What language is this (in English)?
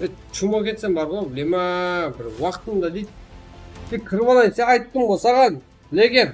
Kara-Kalpak